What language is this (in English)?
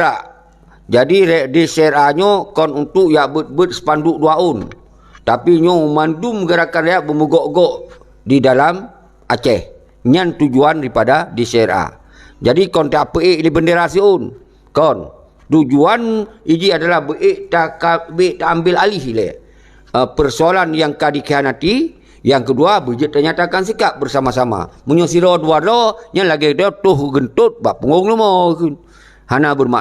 Achinese